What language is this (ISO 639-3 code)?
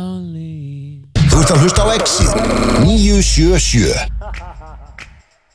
isl